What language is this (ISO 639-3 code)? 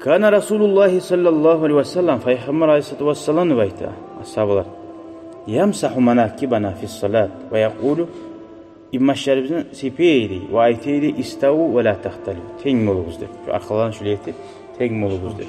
kum